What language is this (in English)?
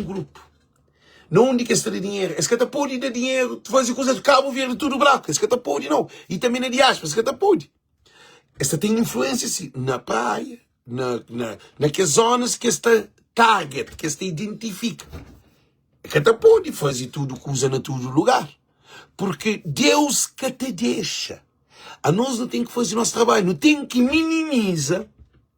Kabuverdianu